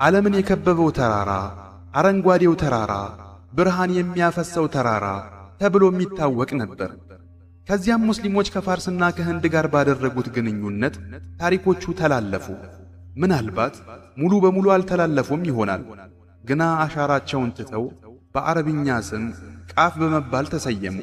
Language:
Amharic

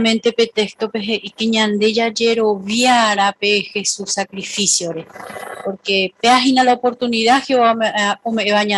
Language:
Guarani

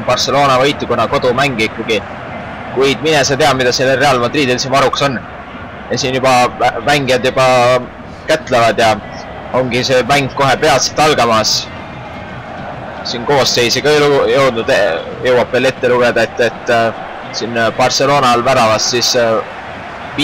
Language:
Estonian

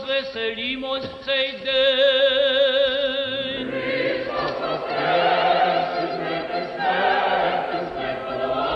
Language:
Ukrainian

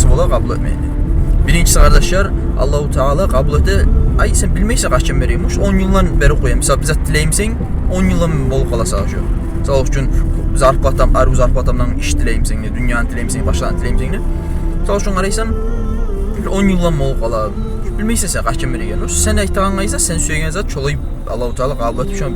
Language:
Kumyk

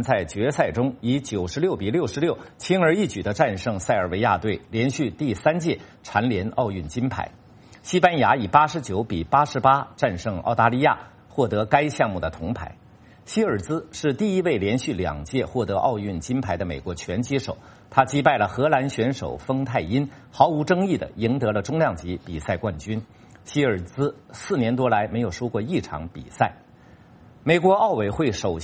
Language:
Chinese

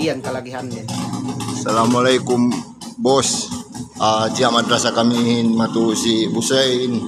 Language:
Yakan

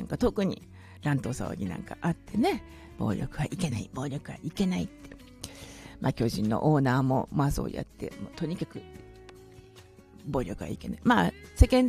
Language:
Japanese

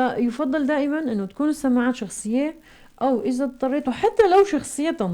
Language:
North Levantine Arabic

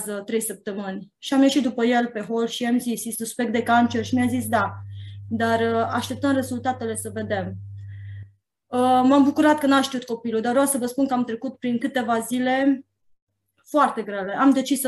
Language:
Romanian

